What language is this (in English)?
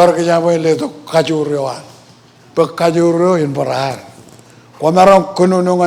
Marshallese